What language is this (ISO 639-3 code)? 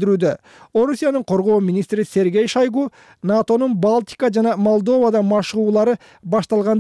kir